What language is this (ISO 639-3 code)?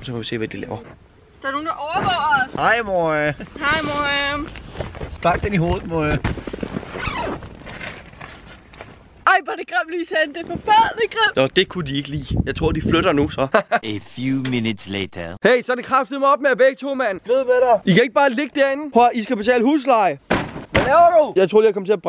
dan